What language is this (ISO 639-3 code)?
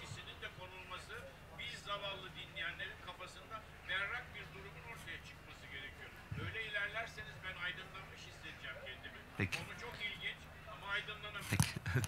tur